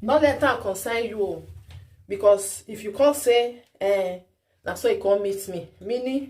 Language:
Nigerian Pidgin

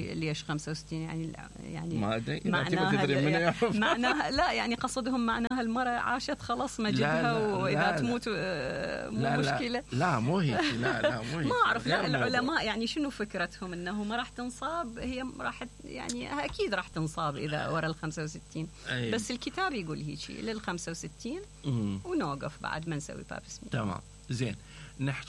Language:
Mesopotamian Arabic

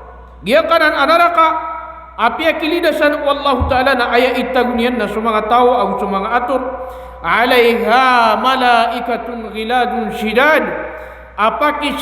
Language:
Maranao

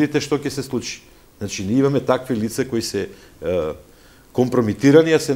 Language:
Macedonian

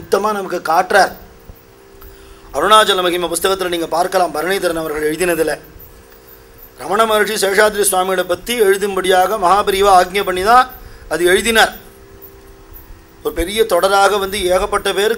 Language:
Tamil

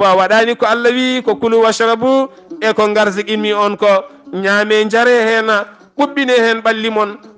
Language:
Fula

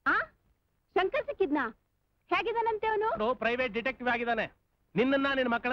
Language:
Kannada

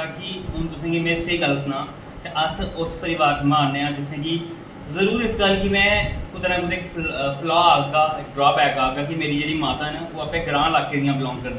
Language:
Dogri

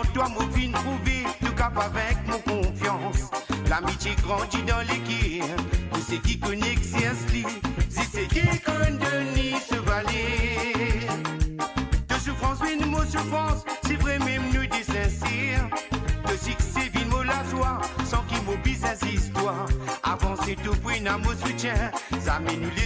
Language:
Morisyen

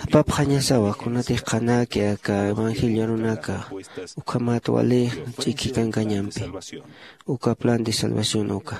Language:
Aymara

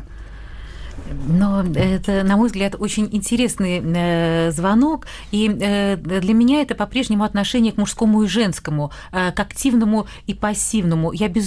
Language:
Russian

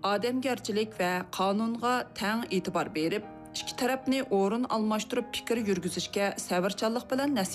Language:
Uyghur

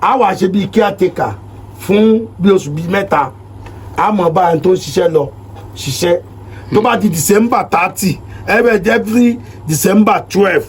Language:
Yoruba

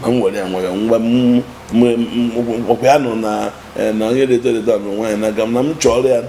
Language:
Igbo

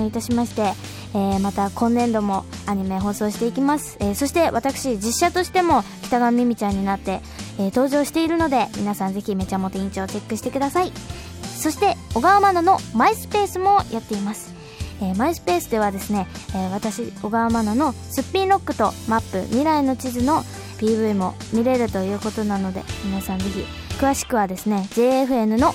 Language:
Japanese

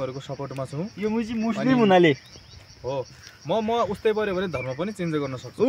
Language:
Nepali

